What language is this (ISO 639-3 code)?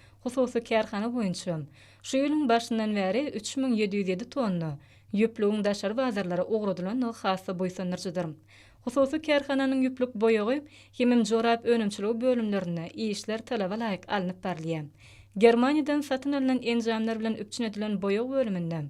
tuk